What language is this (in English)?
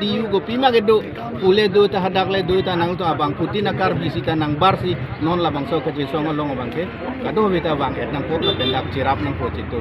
Karbi